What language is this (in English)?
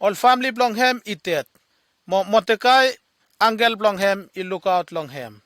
Bislama